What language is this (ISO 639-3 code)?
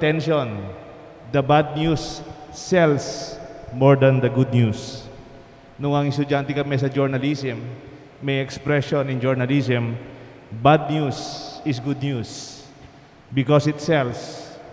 pam